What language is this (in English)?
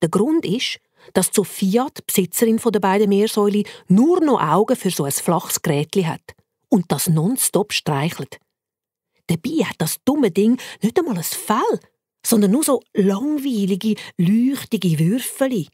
Swiss German